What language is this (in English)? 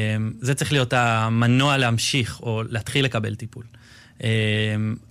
Hebrew